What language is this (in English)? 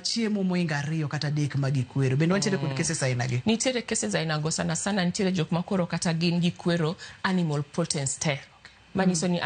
Luo (Kenya and Tanzania)